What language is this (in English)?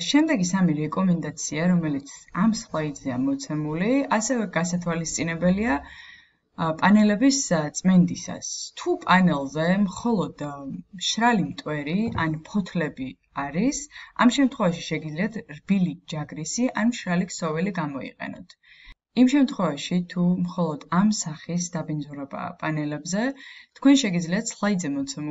Georgian